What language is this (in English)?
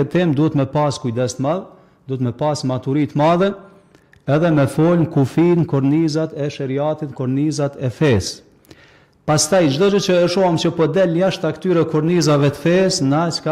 Albanian